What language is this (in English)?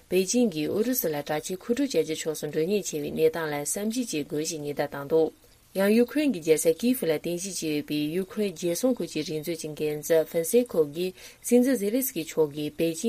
Tibetan